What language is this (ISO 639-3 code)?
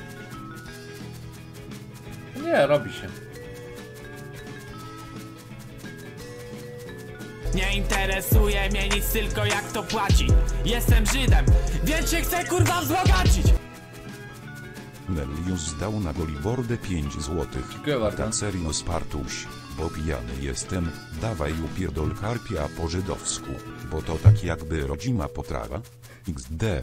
pol